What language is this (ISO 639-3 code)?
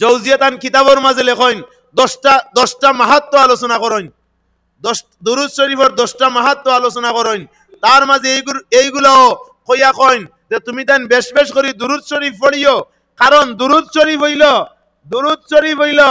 syl